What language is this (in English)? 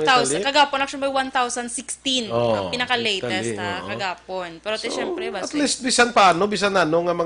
Hiligaynon